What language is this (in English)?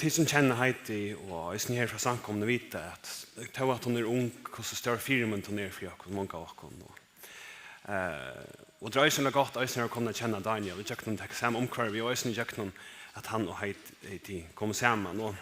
Faroese